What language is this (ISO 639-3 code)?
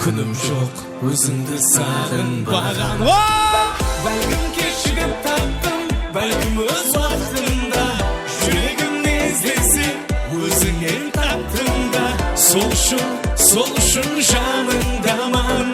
kaa